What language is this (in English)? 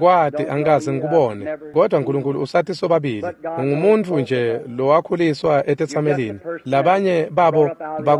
Swati